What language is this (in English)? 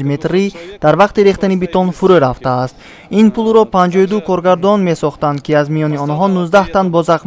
Tajik